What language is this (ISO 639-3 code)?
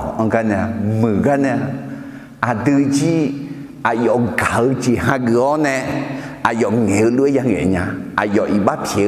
ahk